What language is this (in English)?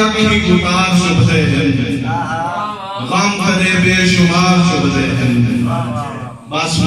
Saraiki